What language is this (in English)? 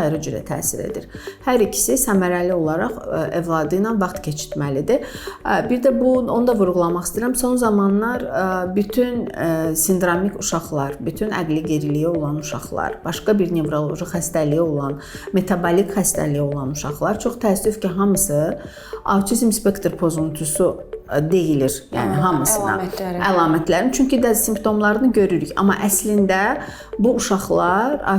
Azerbaijani